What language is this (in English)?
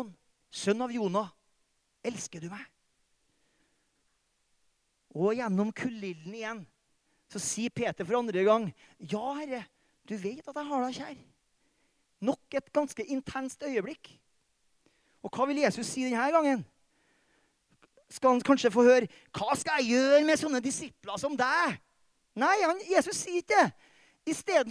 Norwegian